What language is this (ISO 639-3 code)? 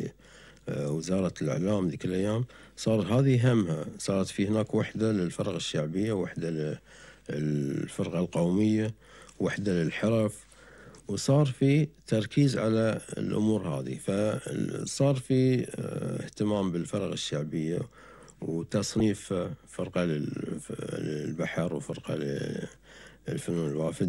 afb